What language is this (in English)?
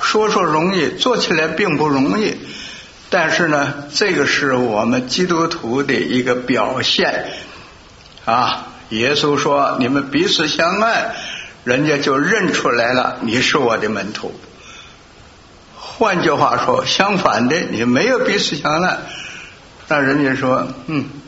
Chinese